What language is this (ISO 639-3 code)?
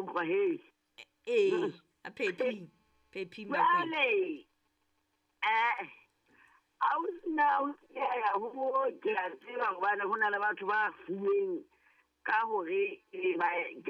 sot